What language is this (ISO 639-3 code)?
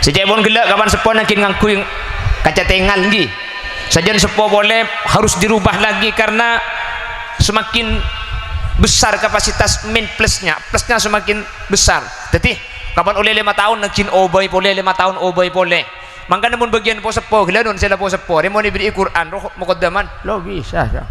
mad